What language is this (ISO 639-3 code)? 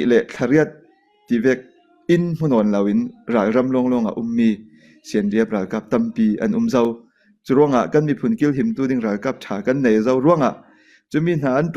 cfm